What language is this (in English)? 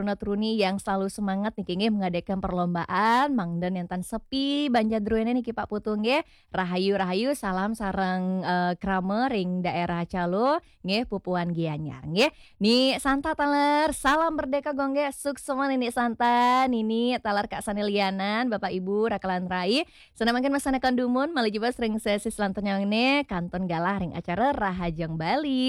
Balinese